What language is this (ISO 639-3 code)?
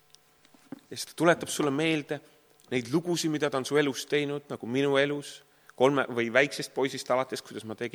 est